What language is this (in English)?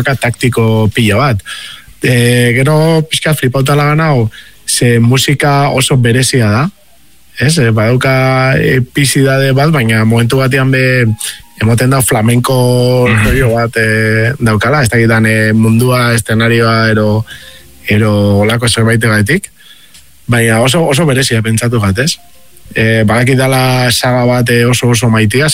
Basque